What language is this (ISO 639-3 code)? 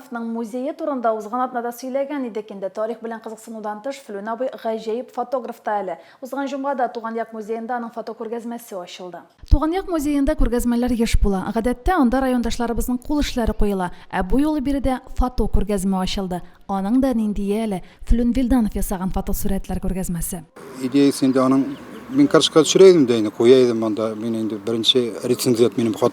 tat